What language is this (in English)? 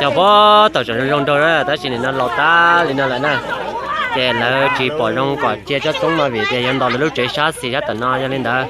Hmong